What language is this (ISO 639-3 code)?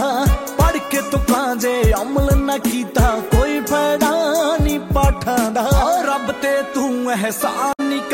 pan